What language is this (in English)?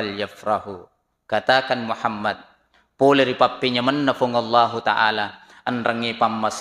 Buginese